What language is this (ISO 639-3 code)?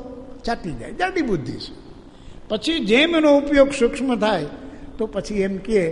guj